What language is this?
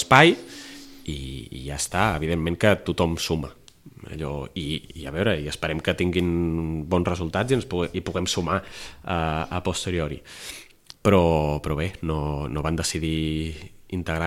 Catalan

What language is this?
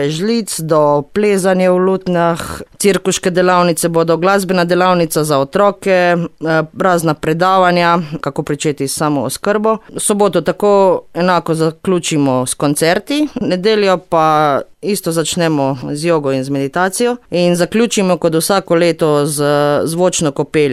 Slovenian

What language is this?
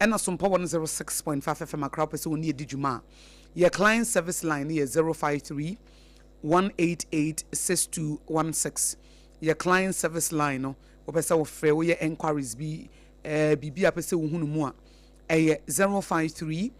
Akan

